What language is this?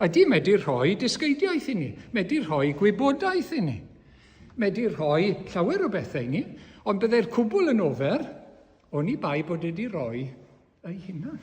Welsh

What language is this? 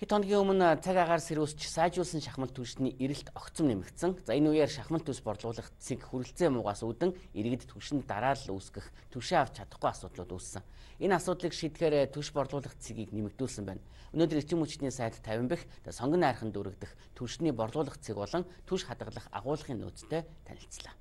Mongolian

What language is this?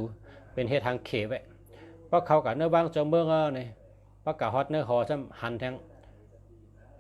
Shan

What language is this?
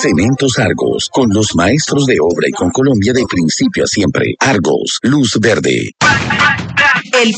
Spanish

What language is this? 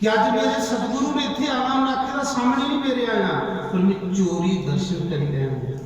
Dogri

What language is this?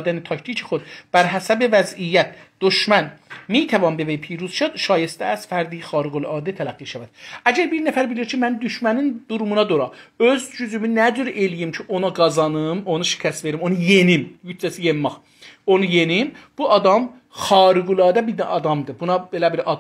South Azerbaijani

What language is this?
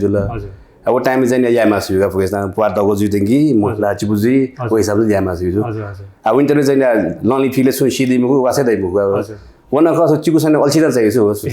Newari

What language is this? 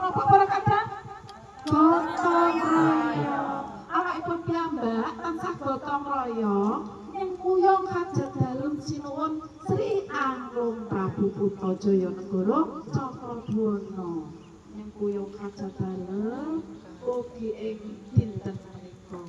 Javanese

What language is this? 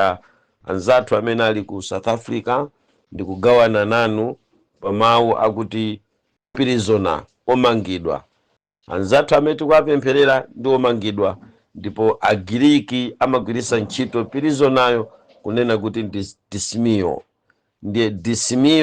Nyanja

